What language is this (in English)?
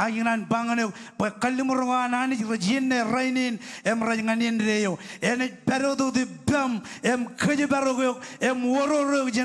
Marshallese